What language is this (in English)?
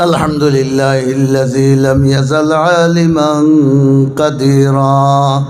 Sylheti